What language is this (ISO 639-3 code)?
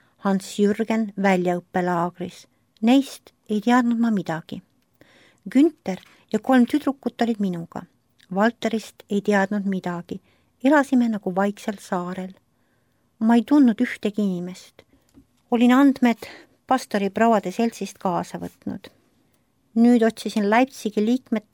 est